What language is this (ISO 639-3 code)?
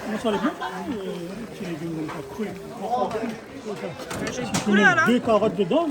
rcf